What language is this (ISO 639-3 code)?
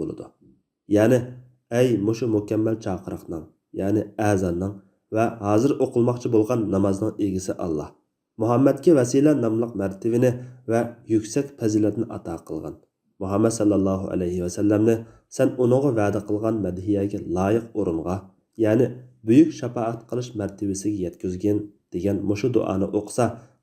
uig